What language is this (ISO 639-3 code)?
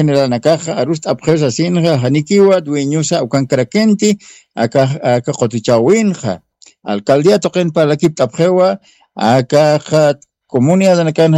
aym